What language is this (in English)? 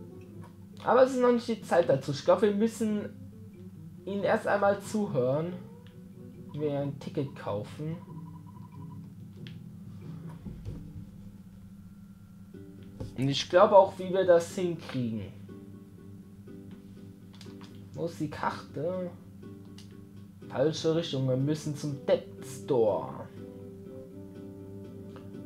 German